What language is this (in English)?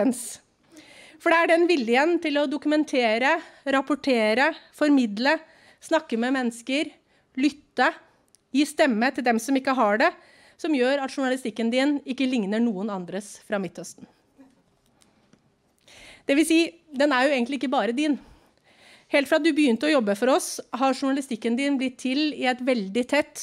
Norwegian